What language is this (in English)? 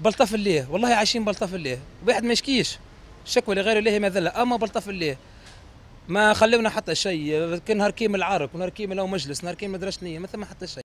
Tunisian Arabic